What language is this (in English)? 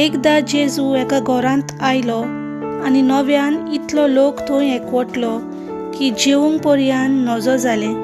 Konkani